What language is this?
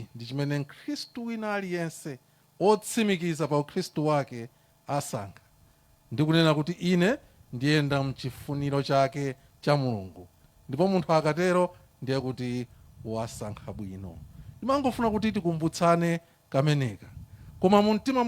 Nyanja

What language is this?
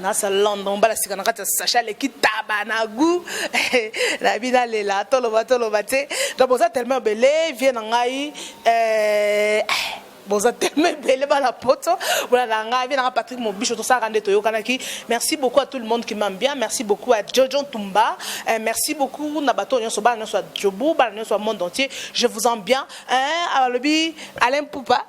Lingala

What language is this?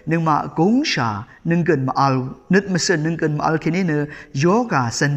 Rawang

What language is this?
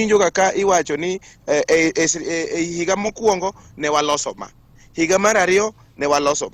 Luo (Kenya and Tanzania)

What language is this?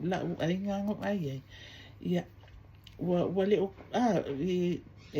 Samoan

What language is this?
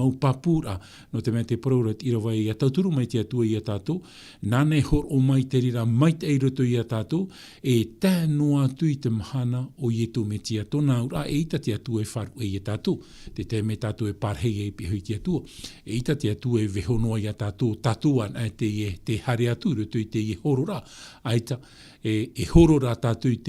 Tahitian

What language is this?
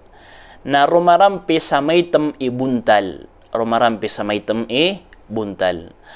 Maranao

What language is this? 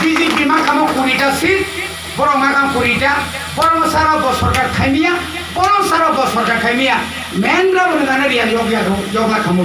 Kok Borok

